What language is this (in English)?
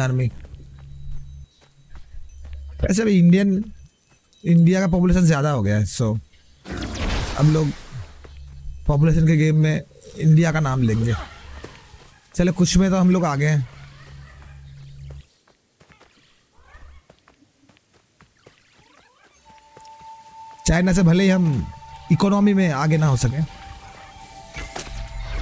Hindi